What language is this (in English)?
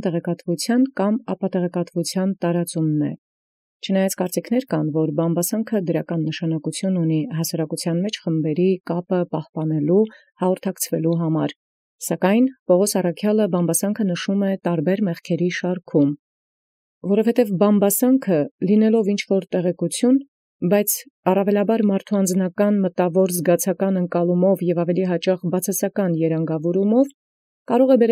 Armenian